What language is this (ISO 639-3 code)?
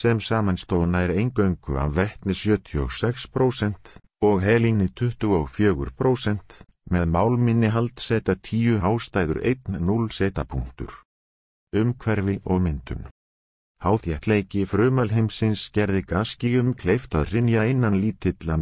isl